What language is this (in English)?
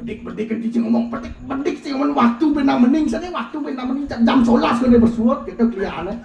Balinese